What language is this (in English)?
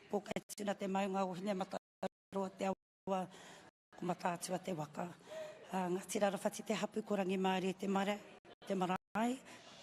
Māori